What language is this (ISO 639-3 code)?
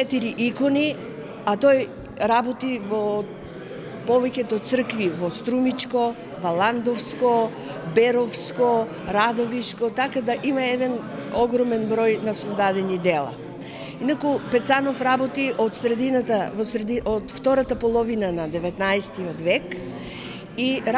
mkd